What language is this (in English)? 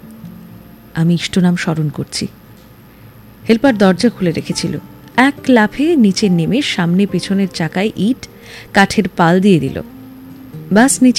Bangla